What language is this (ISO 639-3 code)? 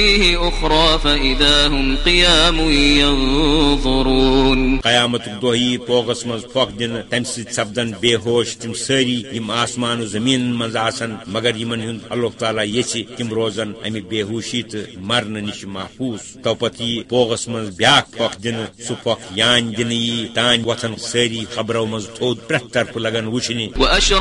kas